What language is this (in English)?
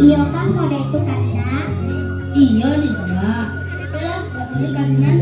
Minangkabau